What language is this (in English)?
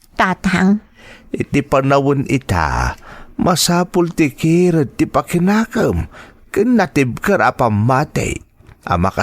Iloko